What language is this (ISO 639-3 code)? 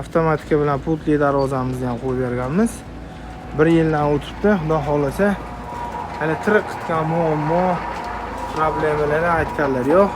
uzb